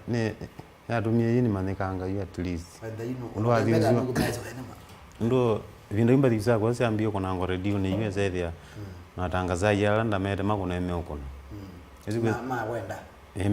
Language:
Kamba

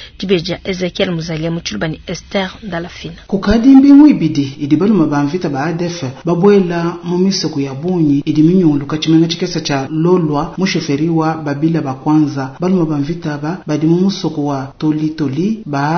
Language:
Luba-Lulua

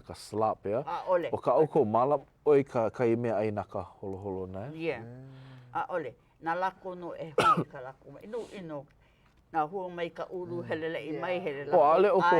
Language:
Hawaiian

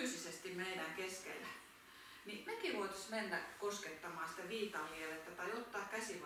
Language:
Finnish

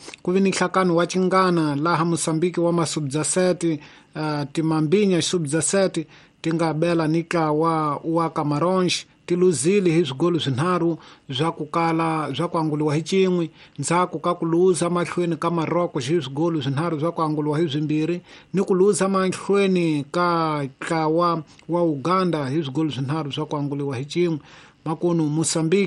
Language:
Tsonga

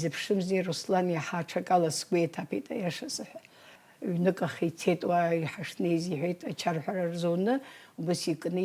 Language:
Abkhazian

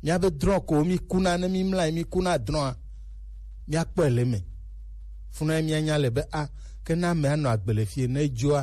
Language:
Gen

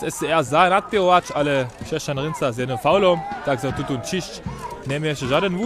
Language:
Upper Sorbian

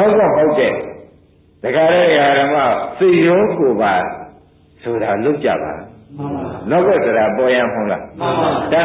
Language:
Burmese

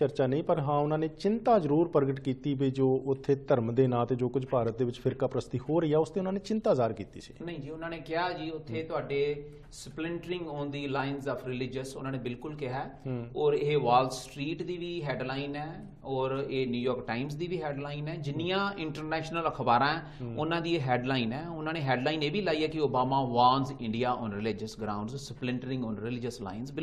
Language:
Punjabi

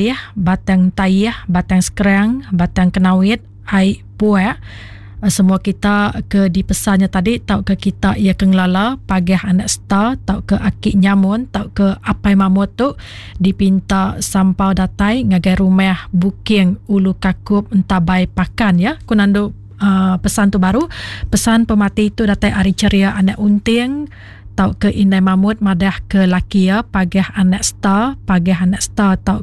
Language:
Iban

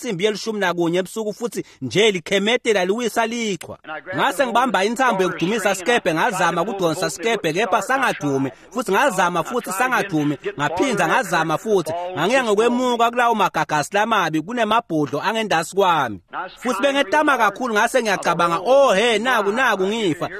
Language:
Swati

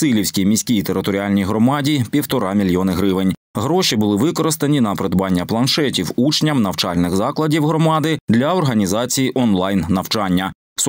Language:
Ukrainian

